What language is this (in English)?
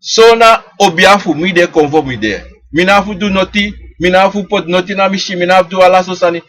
Sranan Tongo